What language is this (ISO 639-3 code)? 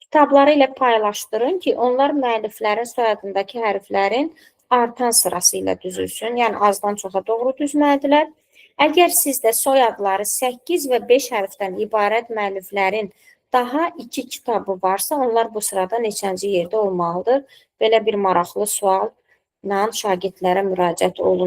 aze